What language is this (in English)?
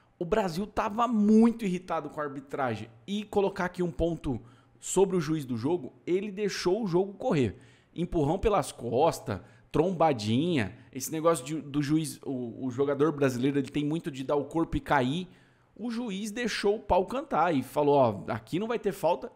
Portuguese